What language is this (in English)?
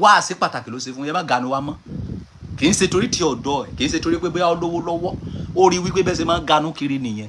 Yoruba